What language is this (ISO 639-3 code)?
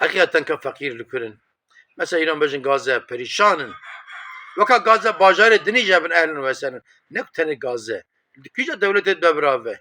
kur